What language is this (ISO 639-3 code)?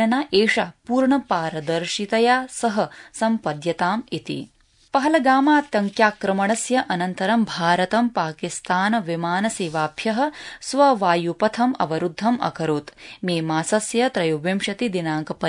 san